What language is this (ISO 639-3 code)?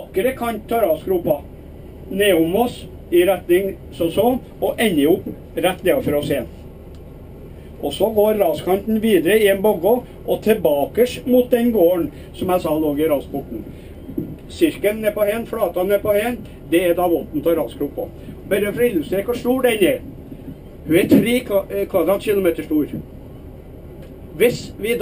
nor